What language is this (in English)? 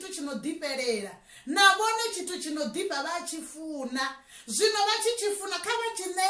Venda